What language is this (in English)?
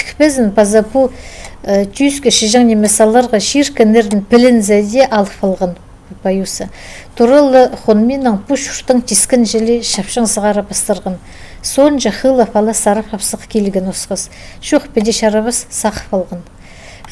Khakas